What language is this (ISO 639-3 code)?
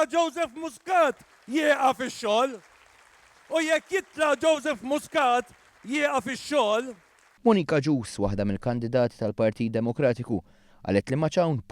mlt